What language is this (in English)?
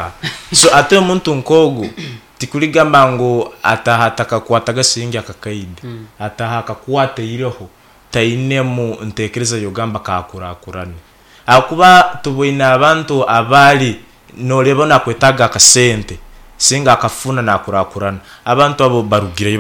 Nyankole